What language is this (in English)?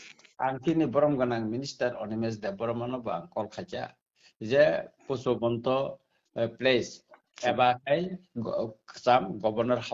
Kok Borok